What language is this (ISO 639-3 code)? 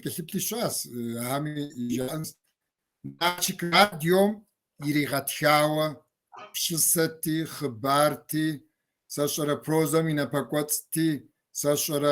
kbd